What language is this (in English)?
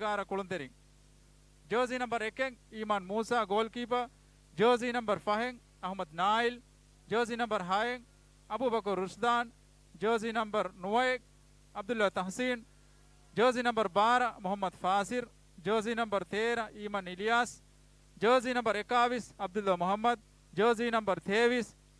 Divehi